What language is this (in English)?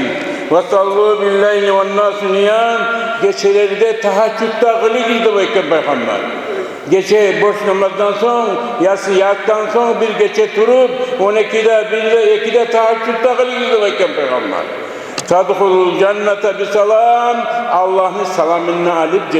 Kumyk